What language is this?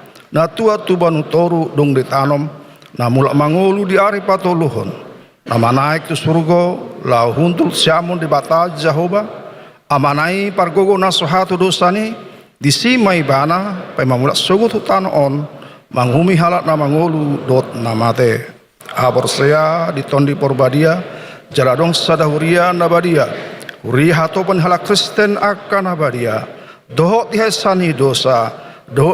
Batak Toba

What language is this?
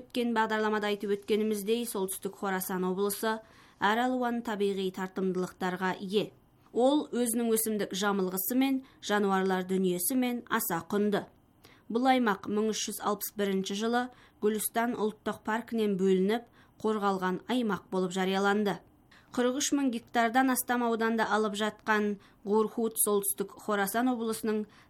Kazakh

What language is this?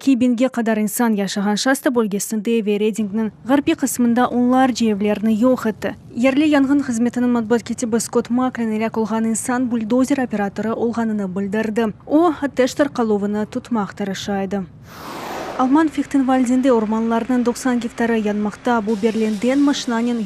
Crimean Tatar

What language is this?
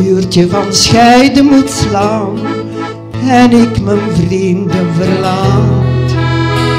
Dutch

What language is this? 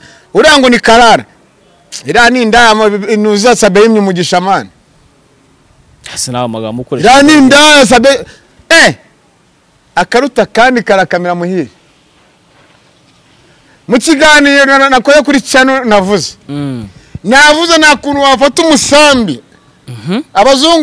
Kinyarwanda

